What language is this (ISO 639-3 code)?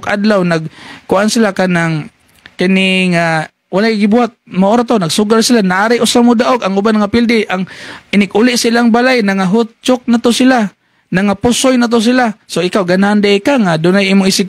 ceb